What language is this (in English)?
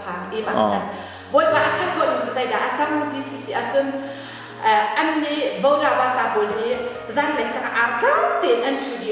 Hakha Chin